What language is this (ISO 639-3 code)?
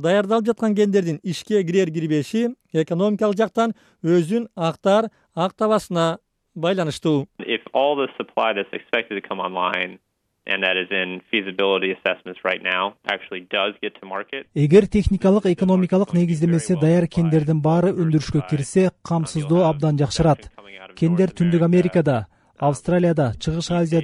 kir